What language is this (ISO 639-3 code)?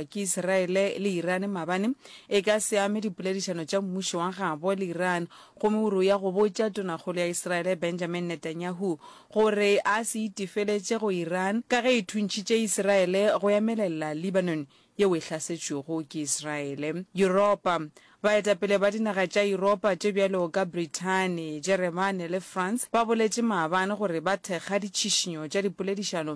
nso